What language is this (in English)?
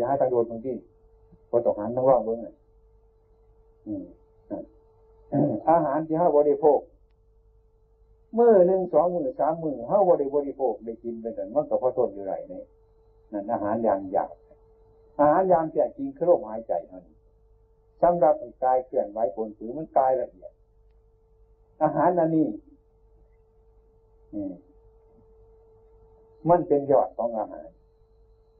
Thai